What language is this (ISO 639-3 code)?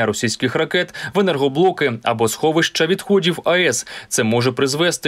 ukr